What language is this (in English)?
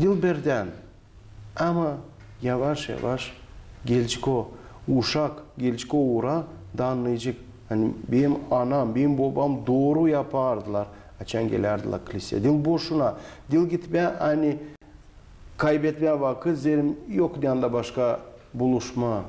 Gagauz